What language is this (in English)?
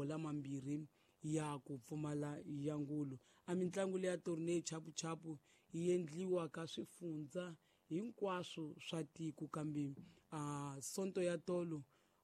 Tsonga